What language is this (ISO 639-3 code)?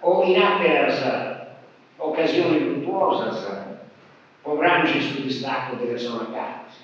srd